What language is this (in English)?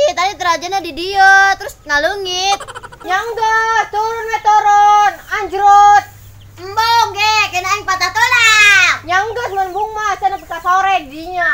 Sundanese